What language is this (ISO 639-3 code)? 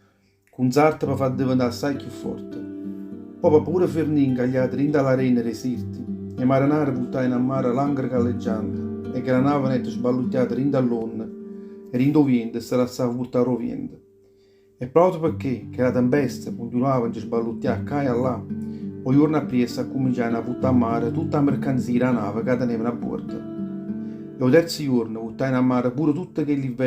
nap